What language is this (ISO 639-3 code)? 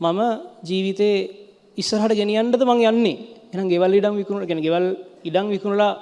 sin